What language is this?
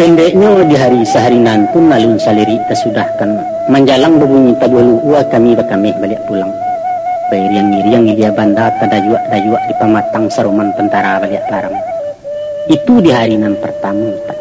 Minangkabau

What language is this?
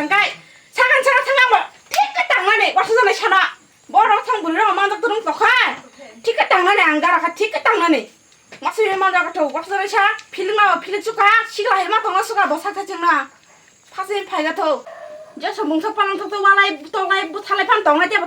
Kok Borok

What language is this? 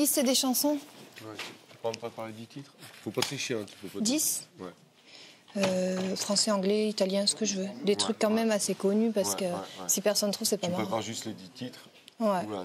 French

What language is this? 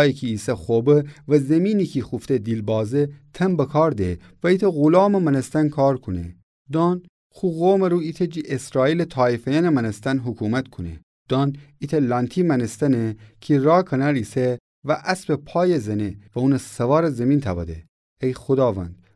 Gilaki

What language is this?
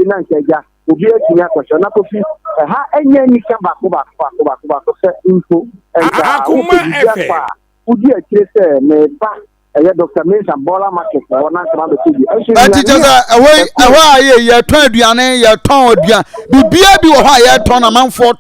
Akan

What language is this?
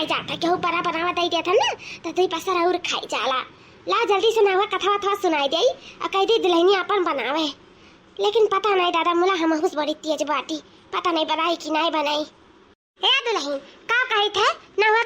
Awadhi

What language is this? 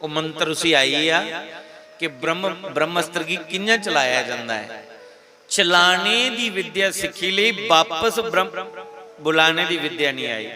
Dogri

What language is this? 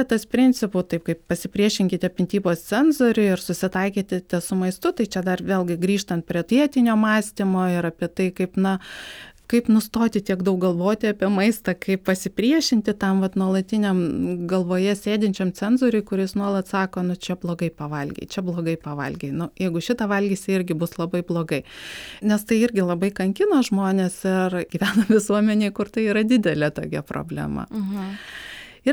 Lithuanian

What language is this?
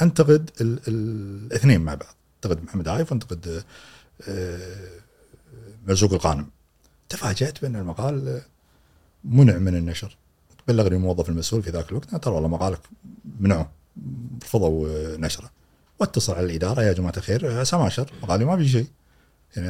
Gulf Arabic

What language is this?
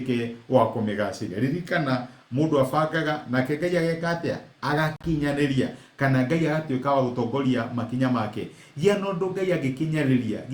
Kikuyu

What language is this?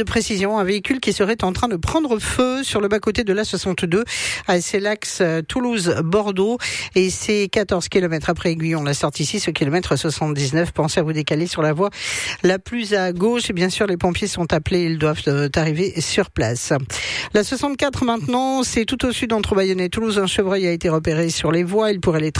French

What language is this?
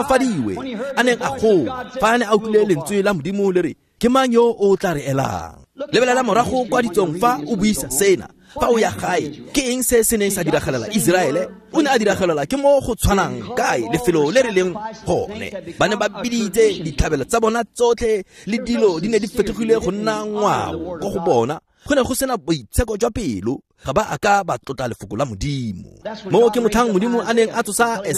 Tswana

